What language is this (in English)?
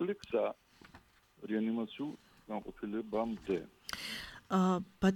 Georgian